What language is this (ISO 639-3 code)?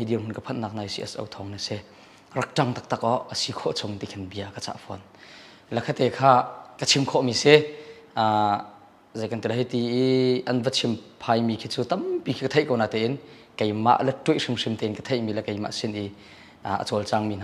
cnh